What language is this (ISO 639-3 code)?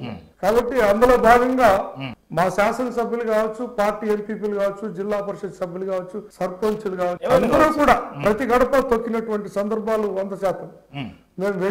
tel